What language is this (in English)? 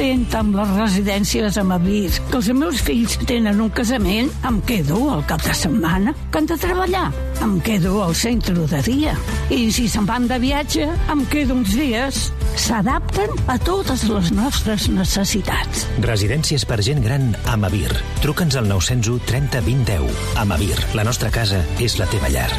Catalan